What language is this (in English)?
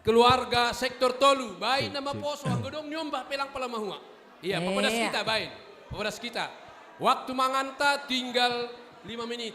Batak Simalungun